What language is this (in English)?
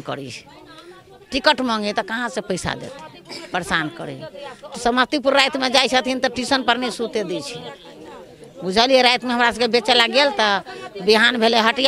Maithili